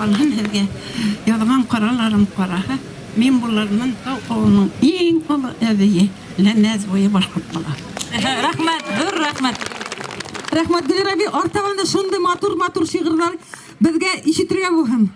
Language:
Bashkir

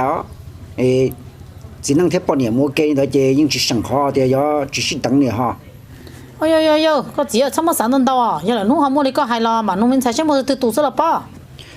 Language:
Hmong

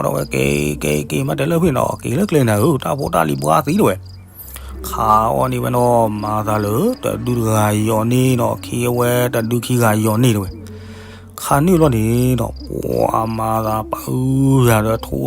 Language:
S'gaw Karen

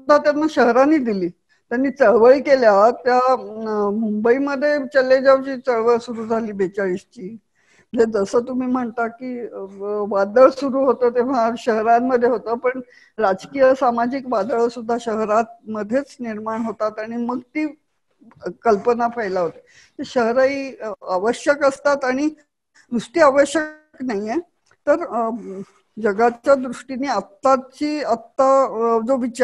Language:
Marathi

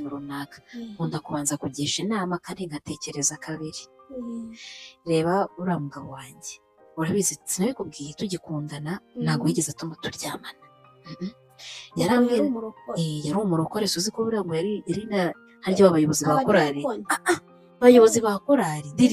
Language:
Kinyarwanda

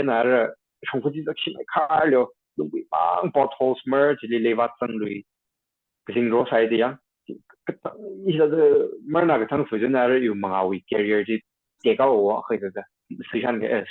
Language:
Tangkhul Naga (India)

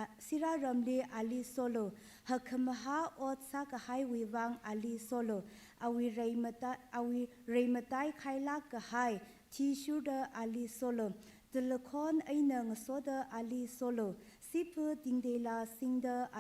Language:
Tangkhul Naga (India)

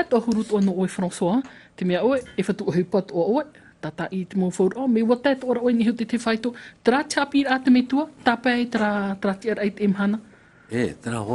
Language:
Tahitian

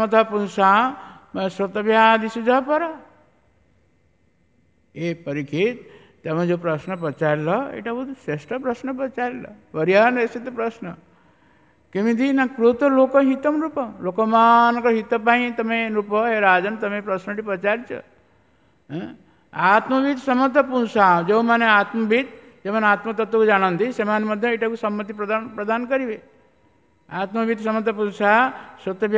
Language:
Odia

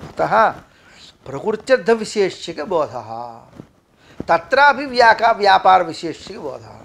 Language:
Sanskrit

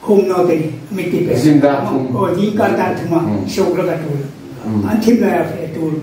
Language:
Hmar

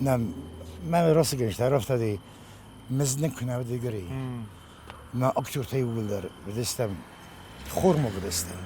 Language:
Ossetic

